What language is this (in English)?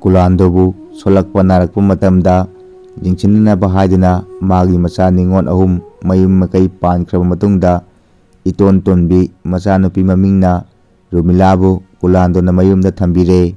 Manipuri